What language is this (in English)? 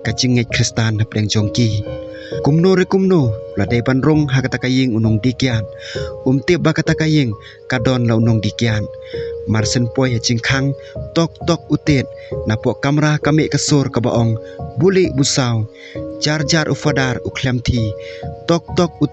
Khasi